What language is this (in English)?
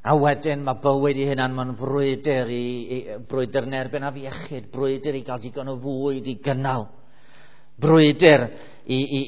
Welsh